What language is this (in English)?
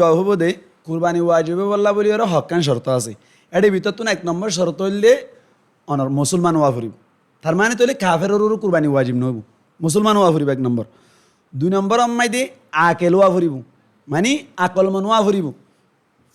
Rohingya